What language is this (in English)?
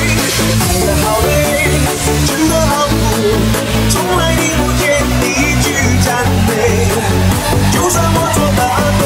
Chinese